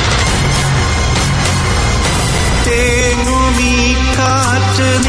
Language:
Malayalam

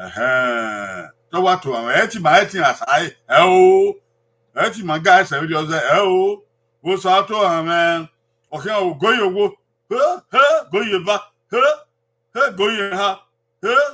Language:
Bini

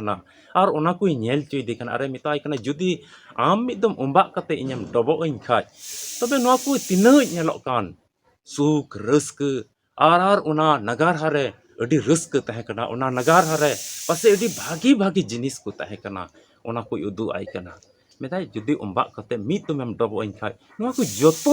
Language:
Santali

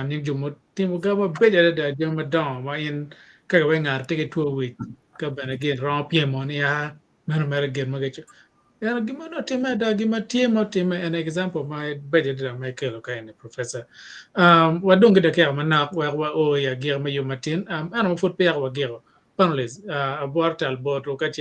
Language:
Acoli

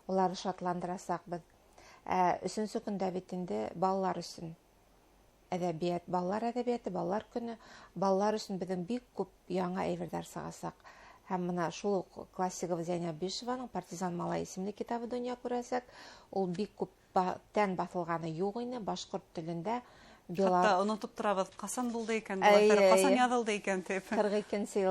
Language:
Bashkir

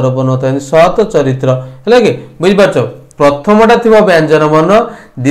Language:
Odia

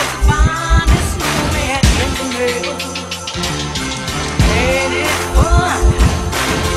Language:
English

